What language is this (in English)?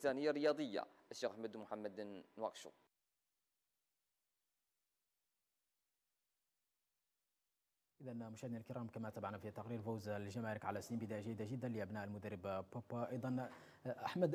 Arabic